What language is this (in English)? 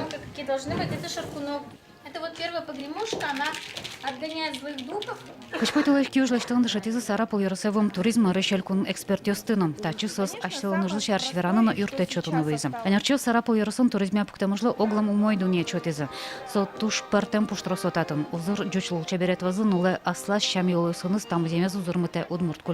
Udmurt